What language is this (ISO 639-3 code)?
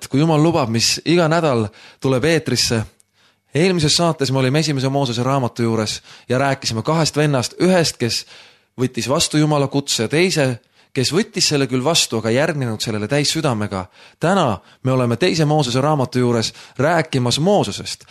est